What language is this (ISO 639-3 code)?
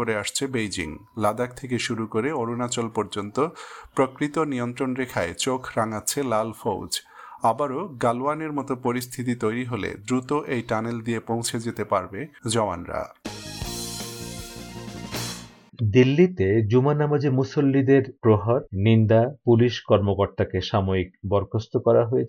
ben